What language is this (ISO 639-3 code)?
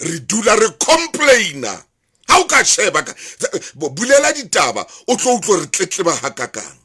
sot